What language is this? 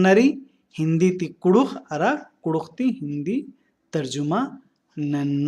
Kurukh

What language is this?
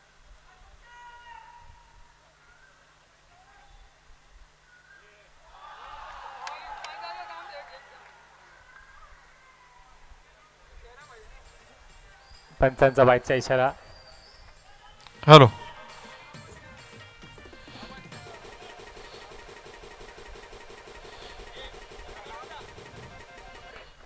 Marathi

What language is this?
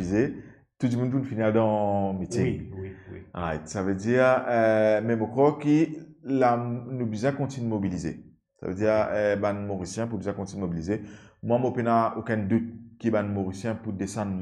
Morisyen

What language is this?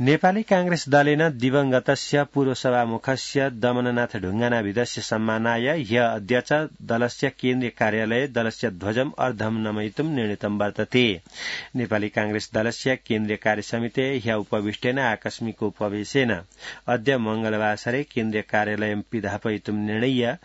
Sanskrit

